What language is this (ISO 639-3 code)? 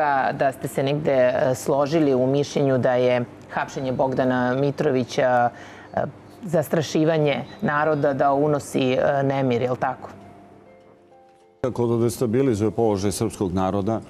srp